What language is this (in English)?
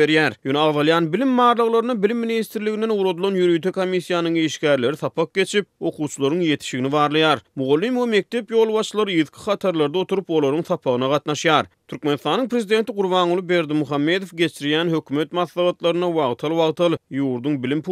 Turkmen